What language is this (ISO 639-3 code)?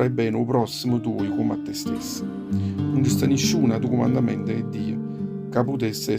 nap